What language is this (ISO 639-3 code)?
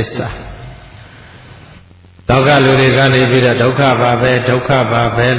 mya